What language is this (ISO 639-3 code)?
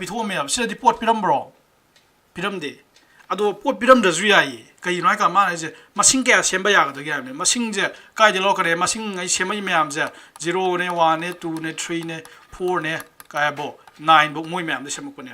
mni